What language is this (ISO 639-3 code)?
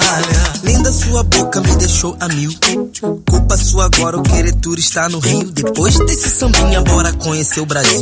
por